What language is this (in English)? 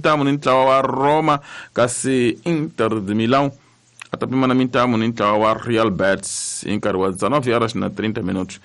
Tsonga